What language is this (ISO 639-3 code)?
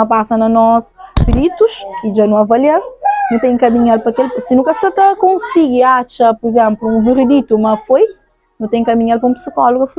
kea